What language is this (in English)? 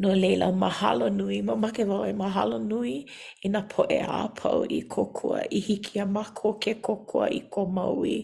Hawaiian